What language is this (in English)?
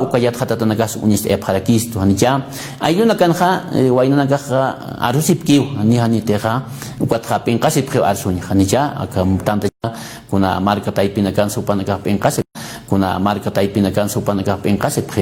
Aymara